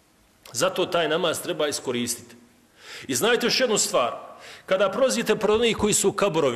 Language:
Bosnian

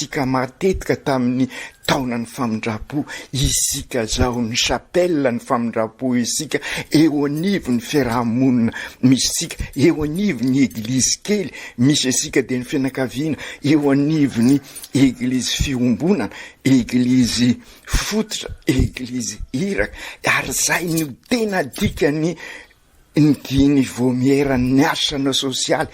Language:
Malagasy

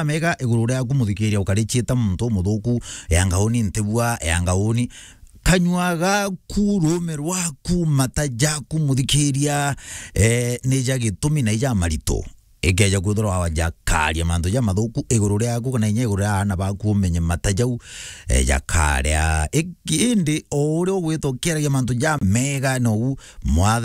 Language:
Meru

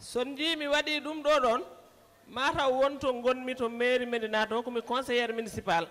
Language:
Fula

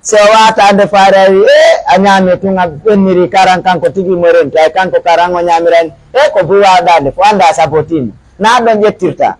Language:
Pular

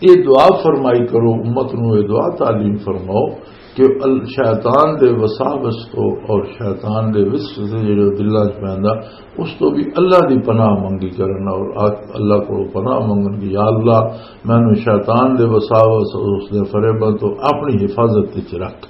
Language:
Western Panjabi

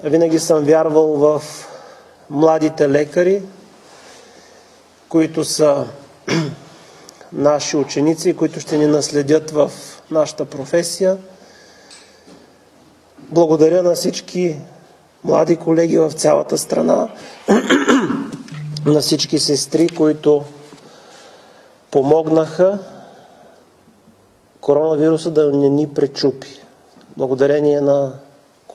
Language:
Bulgarian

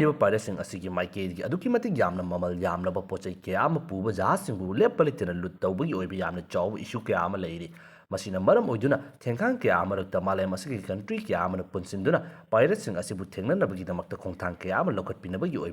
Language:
Manipuri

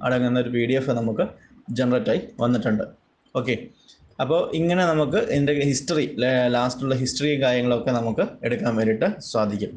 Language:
Malayalam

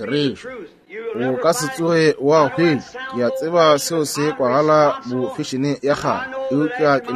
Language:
Northern Sotho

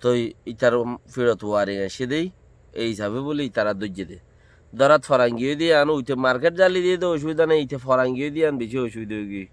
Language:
Rohingya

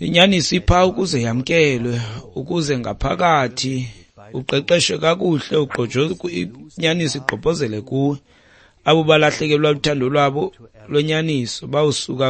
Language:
Xhosa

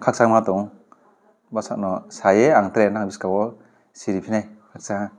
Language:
Riang (India)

